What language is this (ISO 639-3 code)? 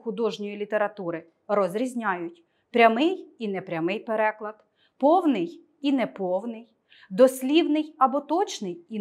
ukr